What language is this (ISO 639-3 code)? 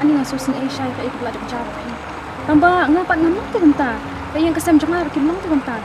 kha